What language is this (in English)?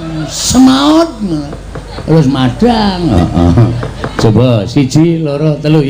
Javanese